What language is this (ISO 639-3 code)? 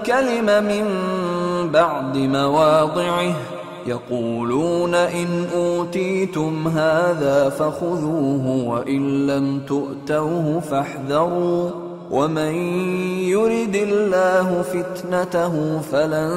ara